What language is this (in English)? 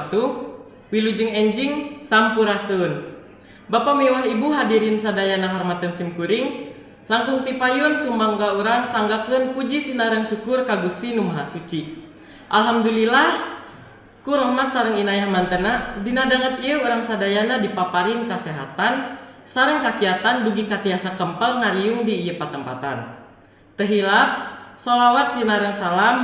Sundanese